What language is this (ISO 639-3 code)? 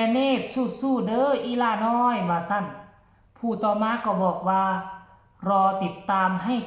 tts